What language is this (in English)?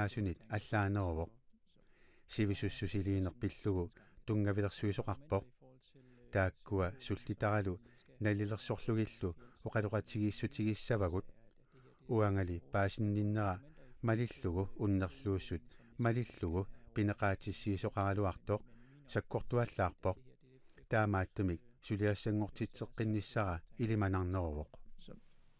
Kalaallisut